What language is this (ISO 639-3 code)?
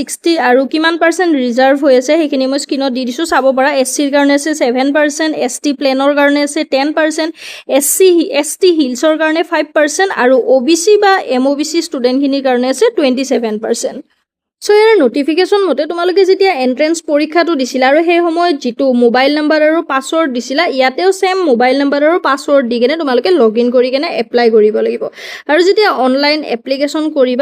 asm